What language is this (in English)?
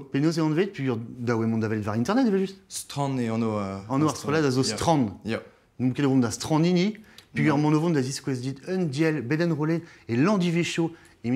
Breton